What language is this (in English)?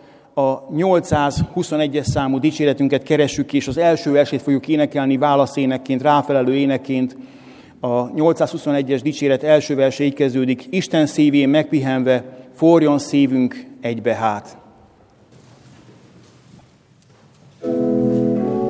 Hungarian